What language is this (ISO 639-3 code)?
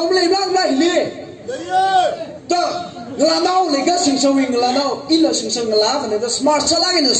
nmf